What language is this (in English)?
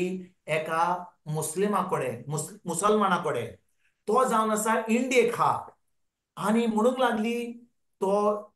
Konkani